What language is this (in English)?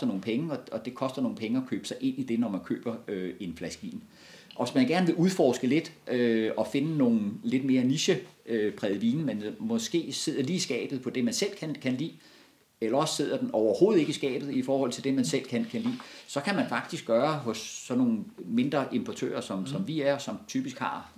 Danish